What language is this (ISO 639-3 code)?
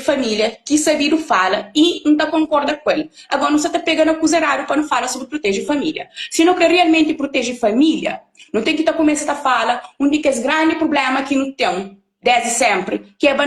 kea